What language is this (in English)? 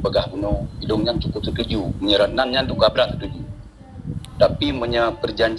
Achinese